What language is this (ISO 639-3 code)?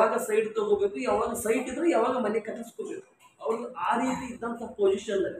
kan